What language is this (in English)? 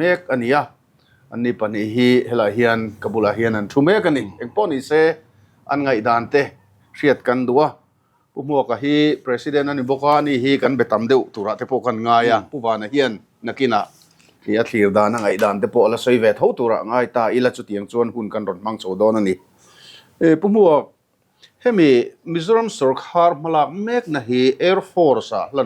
Mizo